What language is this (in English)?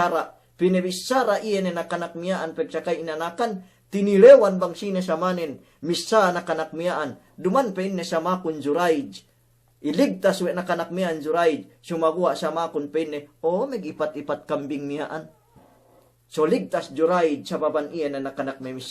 Yakan